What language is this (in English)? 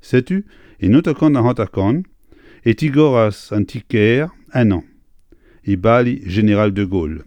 Breton